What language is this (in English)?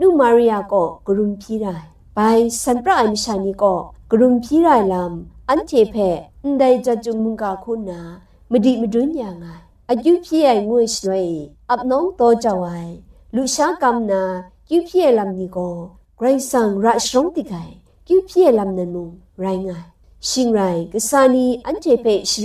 Kachin